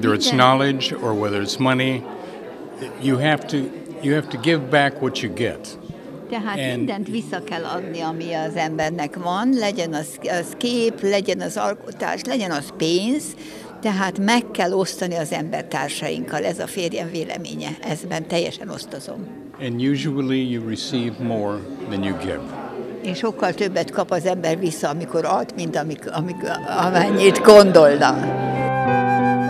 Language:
Hungarian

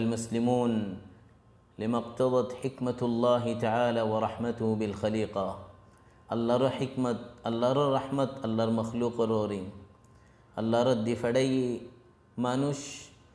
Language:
Rohingya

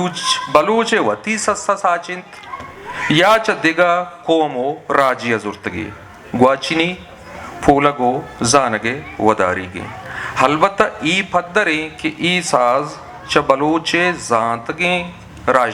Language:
Eastern Balochi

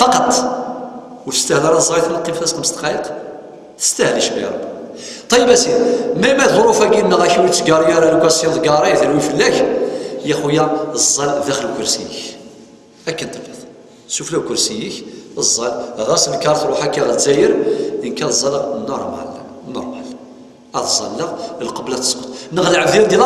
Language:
Kabyle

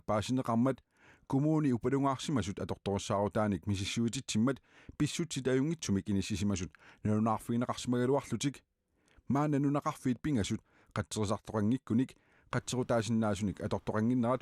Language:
Kalaallisut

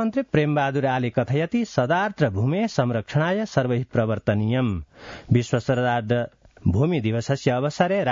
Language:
Sanskrit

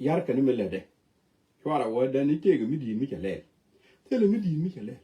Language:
Nuer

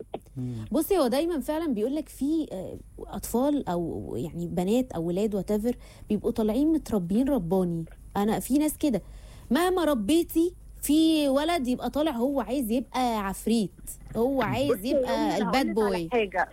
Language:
Egyptian Arabic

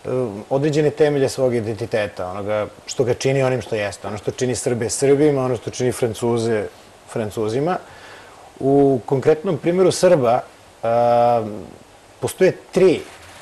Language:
Serbian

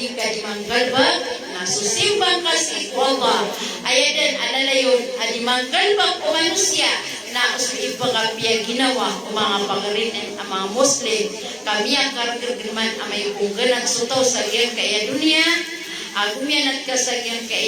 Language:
Maranao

